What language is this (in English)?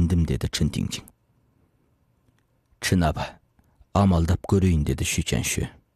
Kazakh